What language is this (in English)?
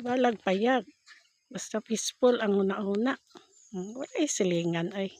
Cebuano